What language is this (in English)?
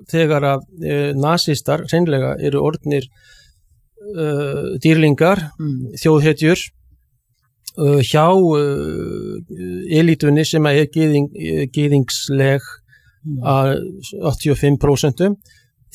Icelandic